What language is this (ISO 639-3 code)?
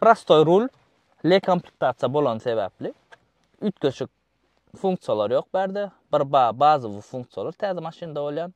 tuk